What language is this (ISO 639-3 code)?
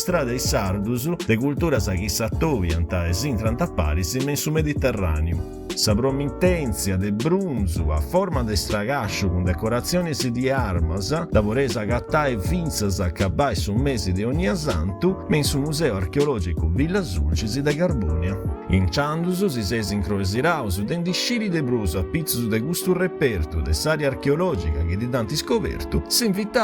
srd